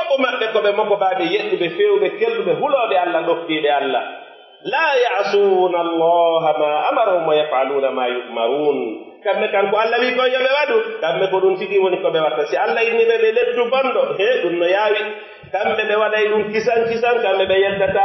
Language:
Pular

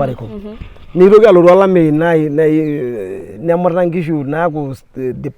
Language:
Masai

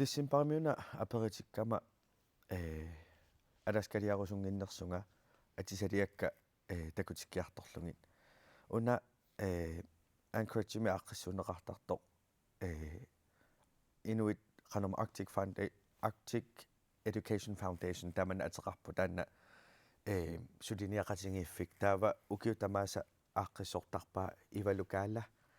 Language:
Kalaallisut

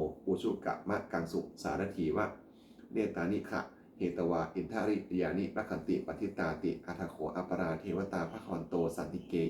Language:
Pali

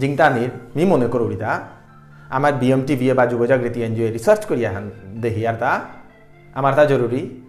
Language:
Bishnupriya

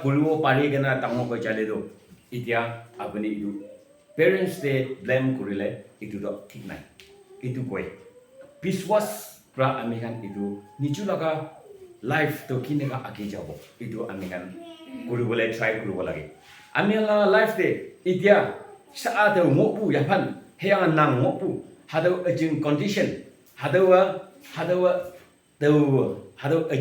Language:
Konyak Naga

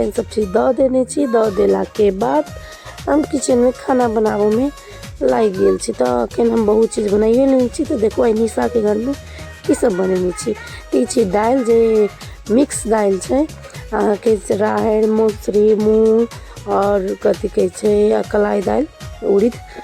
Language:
Maithili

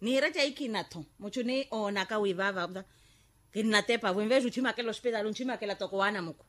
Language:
Makhuwa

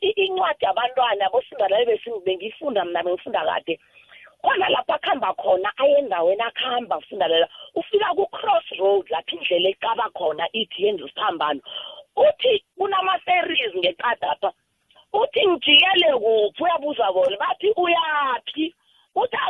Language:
South Ndebele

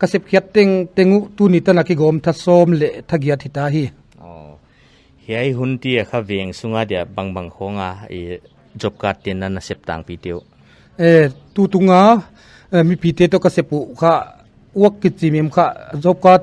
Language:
Paite Chin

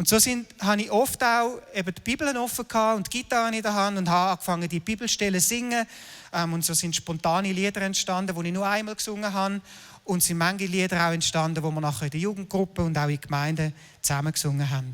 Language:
Swiss German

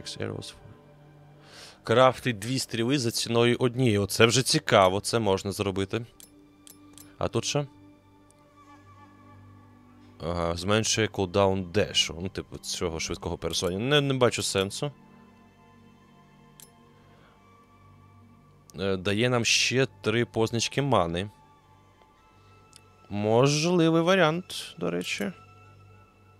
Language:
Ukrainian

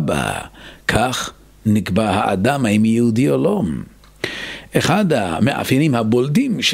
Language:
Hebrew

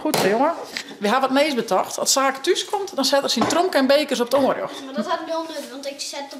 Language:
Western Frisian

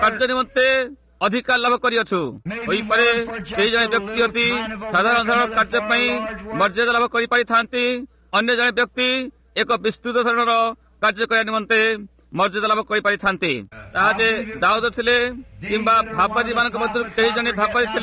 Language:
Odia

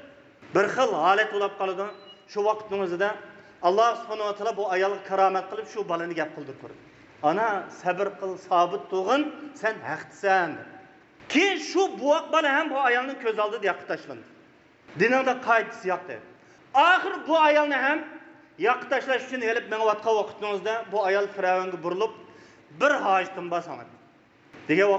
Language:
Uyghur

